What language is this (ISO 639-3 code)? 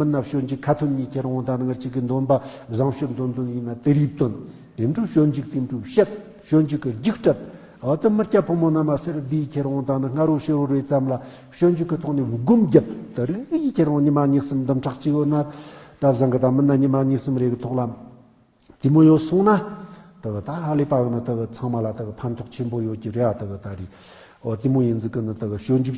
bod